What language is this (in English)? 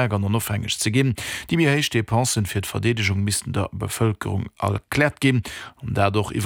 Luxembourgish